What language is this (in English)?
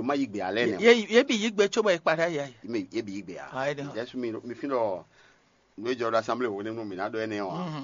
Fon